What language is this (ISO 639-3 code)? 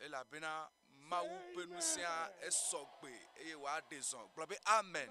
ewe